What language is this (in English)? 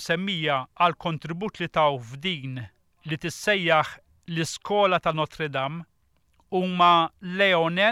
Maltese